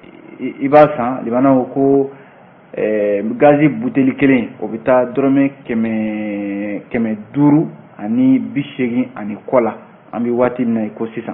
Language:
Bambara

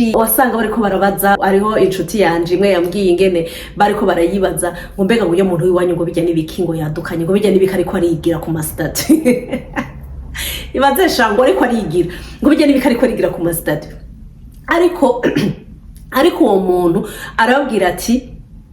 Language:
Rundi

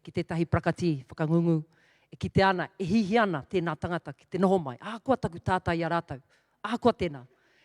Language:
Māori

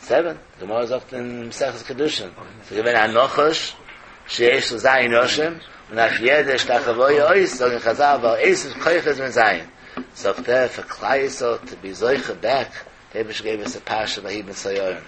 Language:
Yiddish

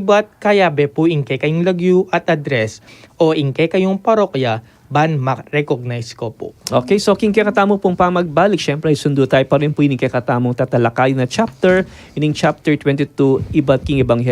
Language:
Pampanga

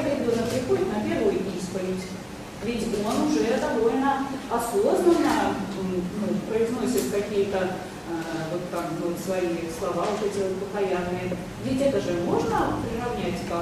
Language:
Russian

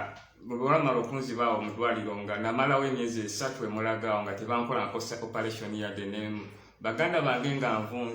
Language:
Ganda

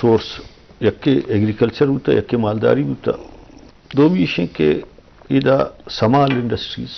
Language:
Eastern Balochi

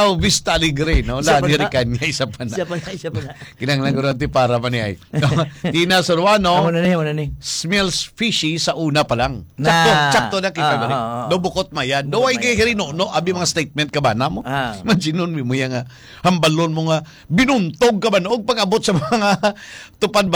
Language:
Hiligaynon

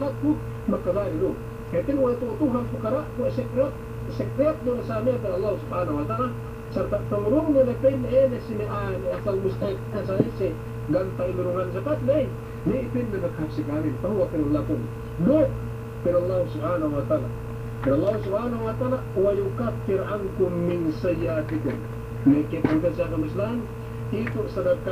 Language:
Yakan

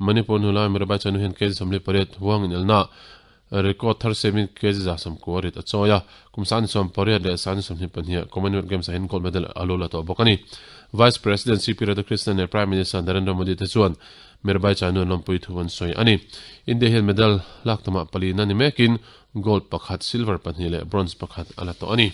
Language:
Mizo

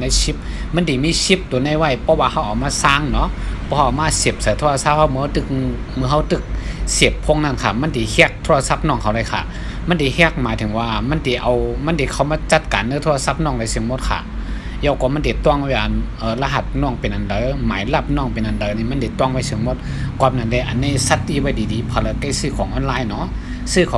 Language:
Shan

